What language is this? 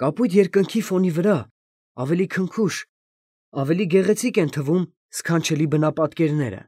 Armenian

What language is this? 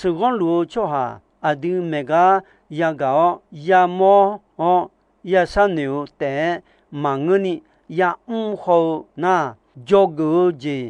Akha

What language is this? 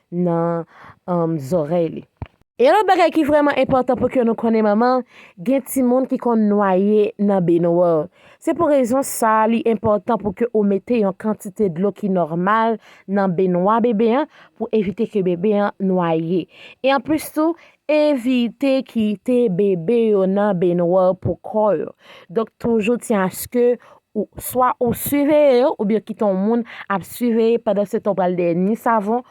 Haitian Creole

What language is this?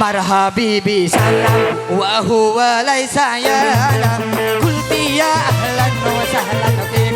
Madurese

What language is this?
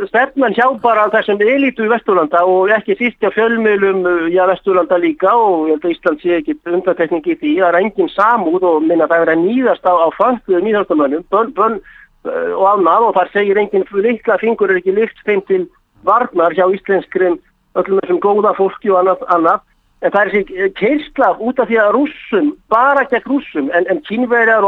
Icelandic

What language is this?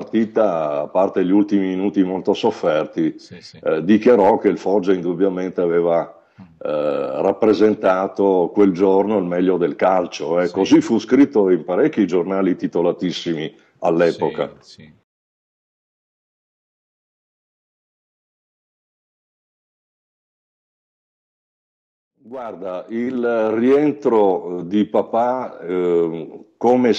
Italian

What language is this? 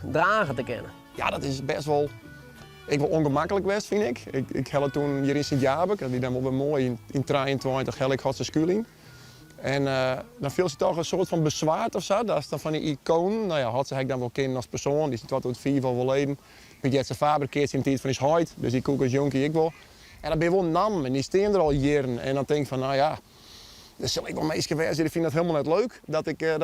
Western Frisian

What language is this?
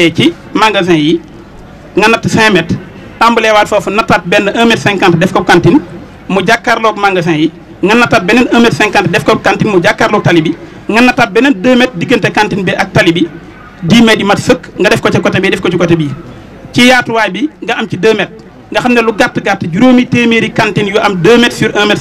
Wolof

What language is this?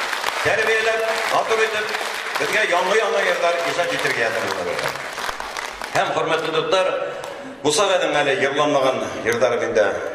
Bashkir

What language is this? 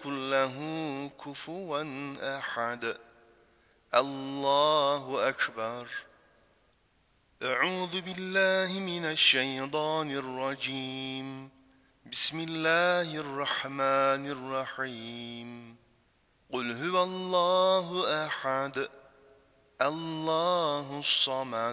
Arabic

